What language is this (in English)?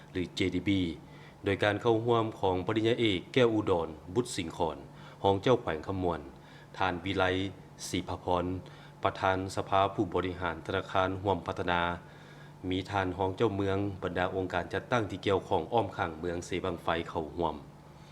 Lao